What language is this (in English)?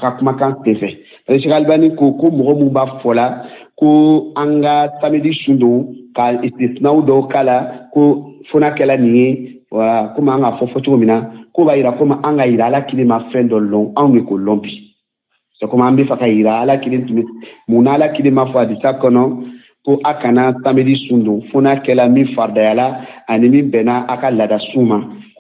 Bambara